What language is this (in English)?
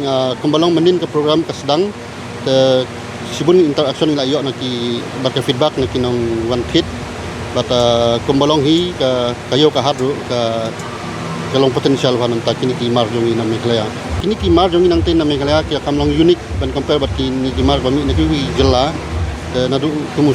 Khasi